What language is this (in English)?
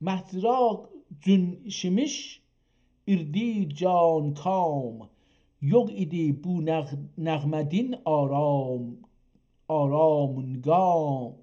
South Azerbaijani